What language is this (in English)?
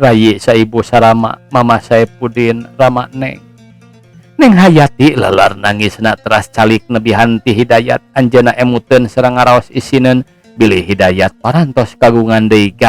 Sundanese